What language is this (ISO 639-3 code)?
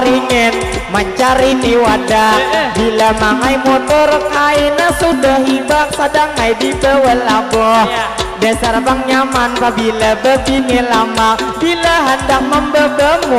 bjn